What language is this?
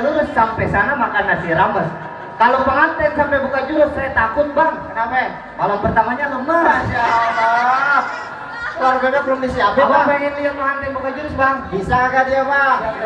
Betawi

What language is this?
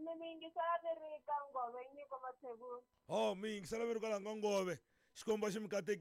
Tsonga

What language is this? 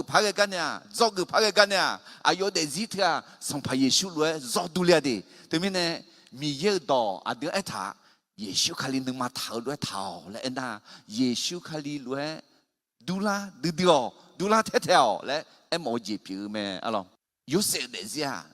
Akha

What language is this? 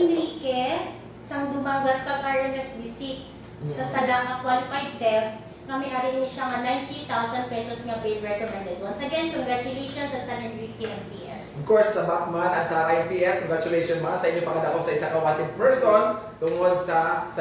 Hiligaynon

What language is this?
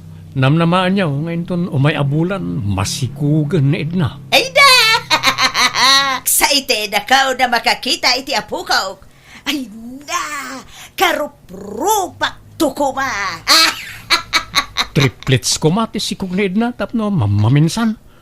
Iloko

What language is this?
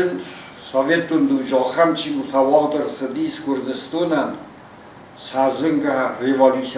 Ossetic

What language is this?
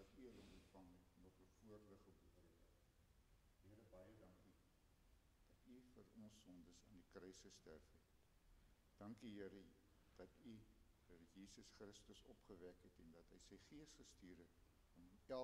Afrikaans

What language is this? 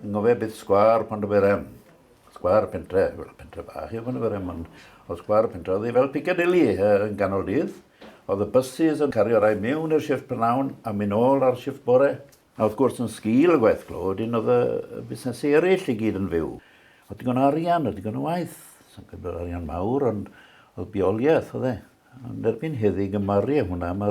Welsh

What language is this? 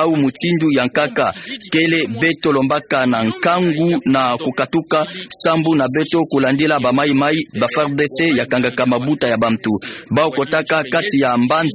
Kituba (Democratic Republic of Congo)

